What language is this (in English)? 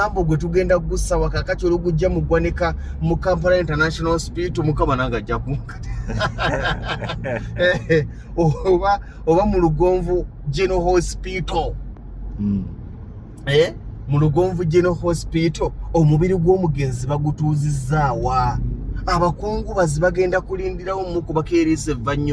Ganda